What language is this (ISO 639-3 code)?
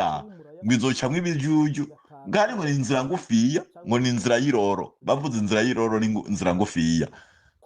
run